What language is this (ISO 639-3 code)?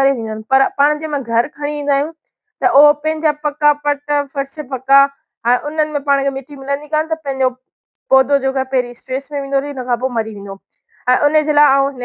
snd